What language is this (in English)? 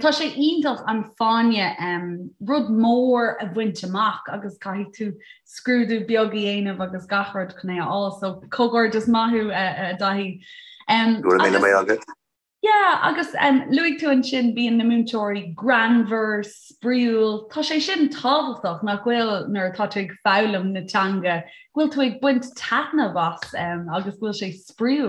Irish